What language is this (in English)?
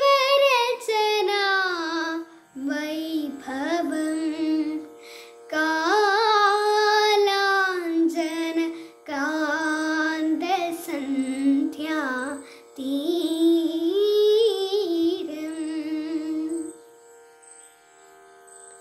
Malayalam